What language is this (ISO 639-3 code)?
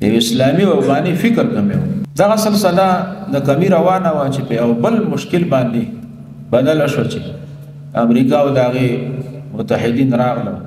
pus